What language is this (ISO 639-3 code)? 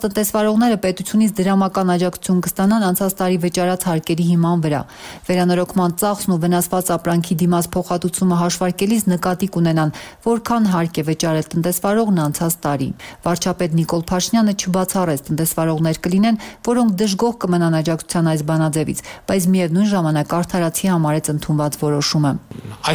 hye